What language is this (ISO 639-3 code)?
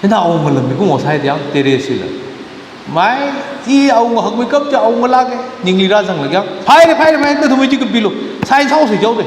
nmf